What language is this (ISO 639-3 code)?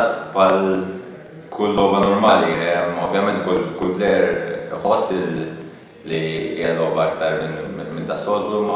mlt